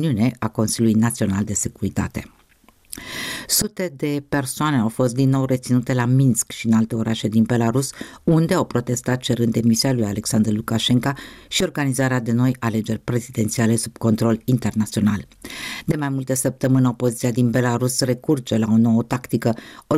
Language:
Romanian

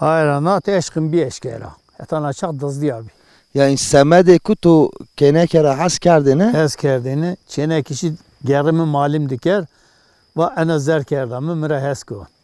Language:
Zaza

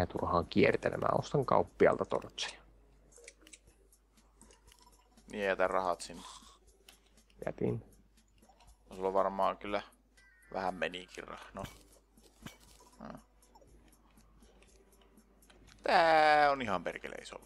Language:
Finnish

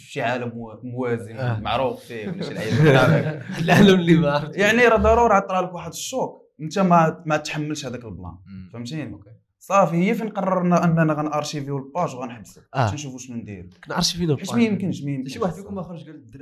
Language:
Moroccan Arabic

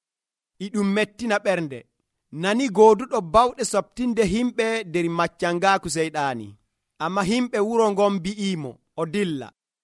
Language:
Nigerian Fulfulde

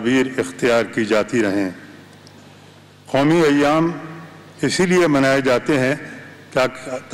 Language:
Urdu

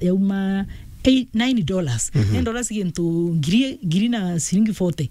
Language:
Meru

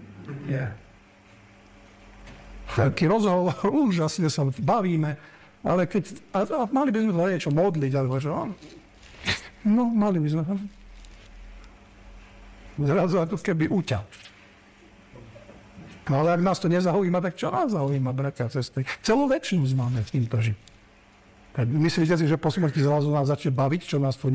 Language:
Slovak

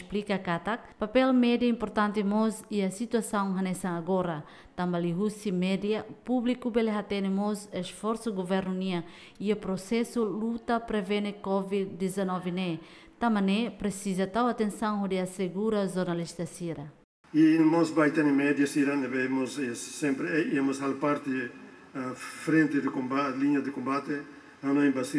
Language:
Tetum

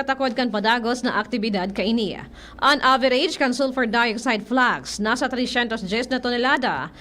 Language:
Bikol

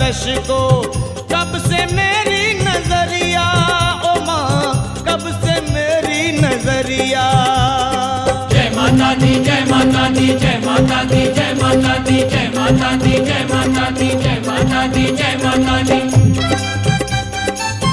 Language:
Hindi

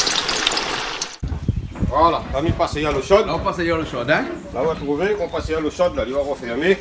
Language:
Réunion Creole French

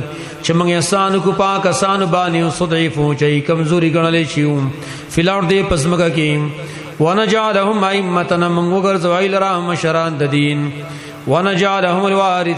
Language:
Pashto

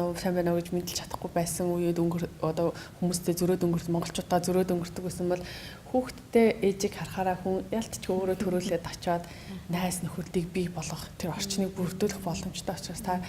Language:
Mongolian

